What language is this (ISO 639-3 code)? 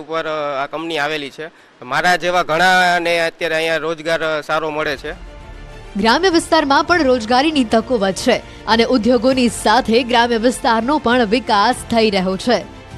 guj